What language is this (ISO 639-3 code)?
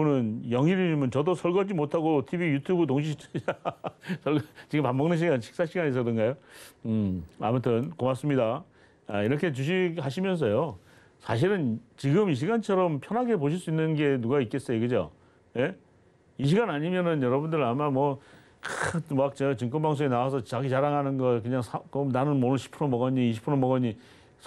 kor